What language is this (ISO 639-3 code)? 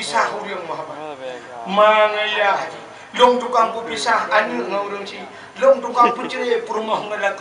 ace